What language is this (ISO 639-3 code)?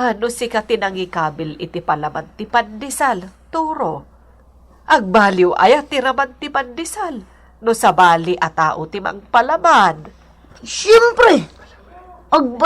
ilo